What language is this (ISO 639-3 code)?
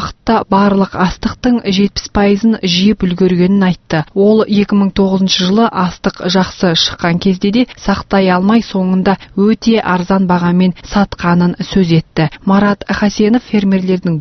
kaz